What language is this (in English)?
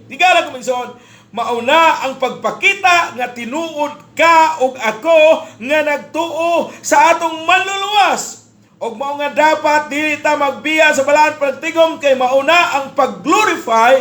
Cebuano